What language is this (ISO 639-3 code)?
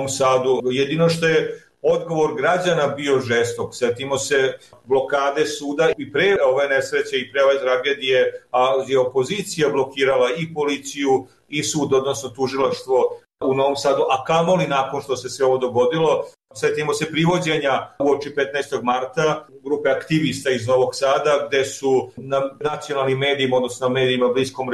srp